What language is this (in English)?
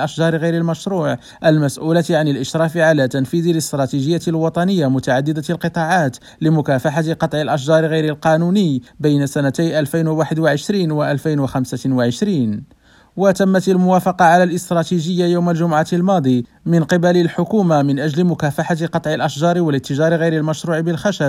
Arabic